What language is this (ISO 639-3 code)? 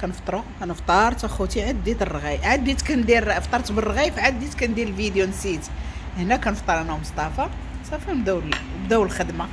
ary